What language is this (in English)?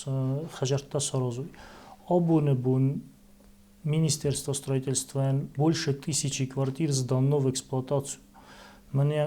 Ossetic